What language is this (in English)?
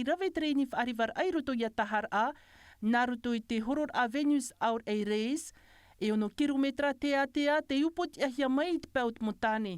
Tahitian